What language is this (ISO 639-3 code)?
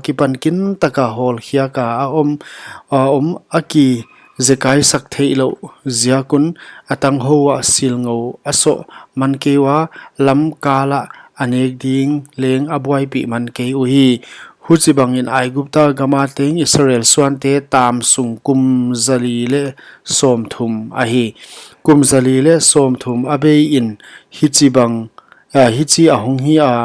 pck